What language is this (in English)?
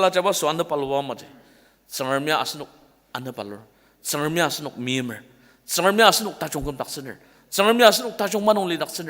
Ao Naga